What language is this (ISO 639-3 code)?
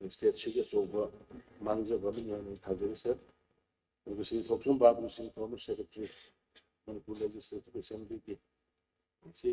mni